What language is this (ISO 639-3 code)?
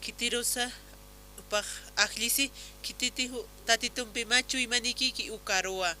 aym